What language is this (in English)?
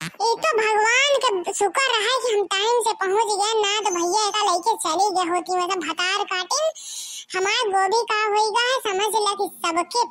Bhojpuri